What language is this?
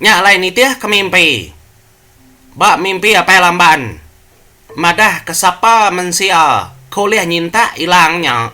Iban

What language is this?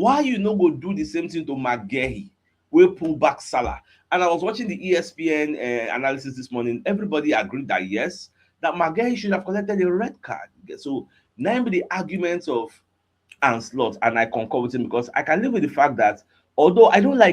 Nigerian Pidgin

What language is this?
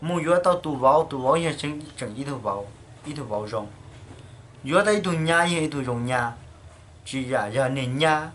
Hmong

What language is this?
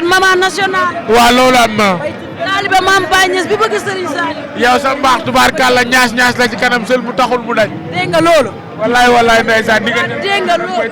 Wolof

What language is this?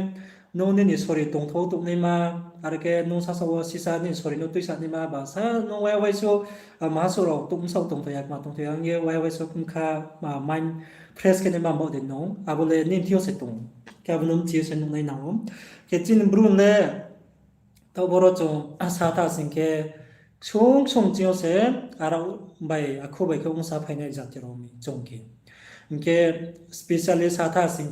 Riang (India)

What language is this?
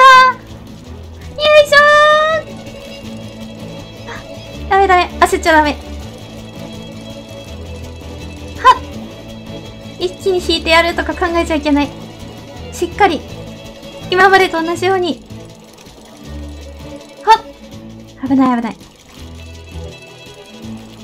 Japanese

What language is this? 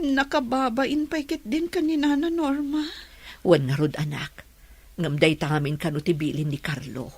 Iloko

